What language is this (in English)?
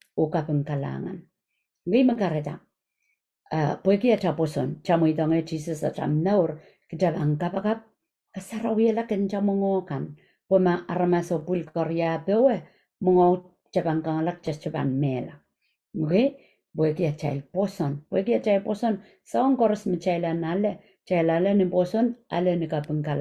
Pohnpeian